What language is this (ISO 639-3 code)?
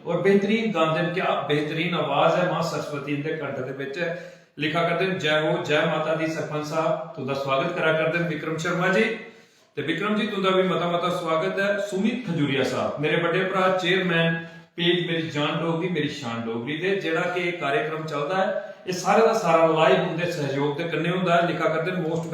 doi